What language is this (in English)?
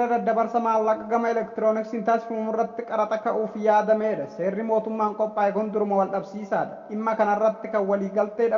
Oromo